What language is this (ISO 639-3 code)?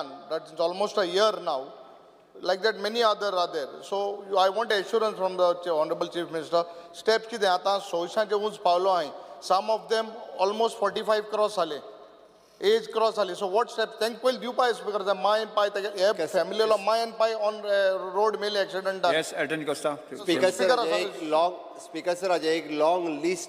kok